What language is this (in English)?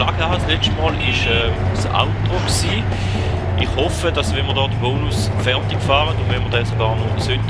Swiss German